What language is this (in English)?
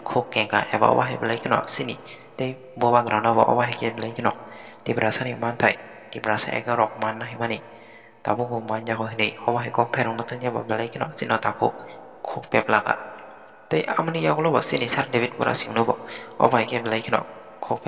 Kok Borok